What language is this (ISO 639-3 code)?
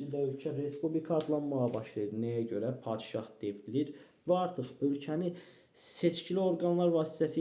aze